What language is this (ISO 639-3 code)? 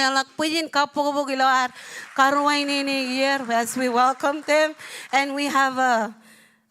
mah